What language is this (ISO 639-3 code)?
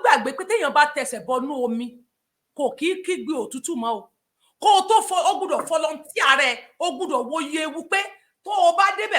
yor